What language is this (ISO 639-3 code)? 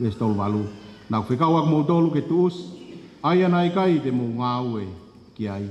ton